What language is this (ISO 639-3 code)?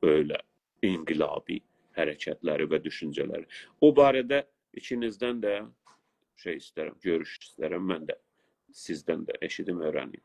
azb